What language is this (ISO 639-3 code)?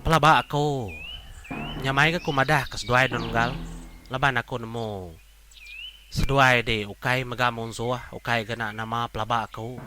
iba